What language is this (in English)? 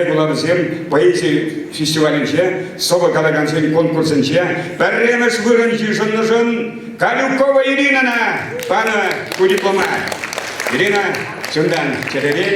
Chuvash